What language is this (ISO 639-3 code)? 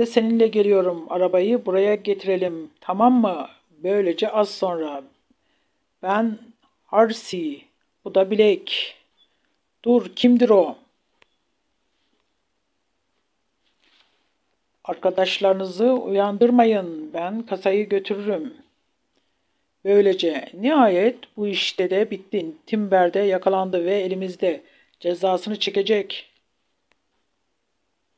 tur